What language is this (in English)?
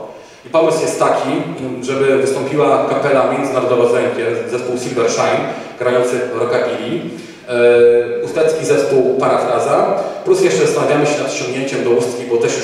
Polish